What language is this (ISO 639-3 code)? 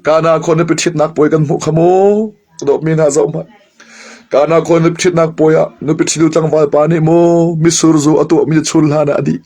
cnh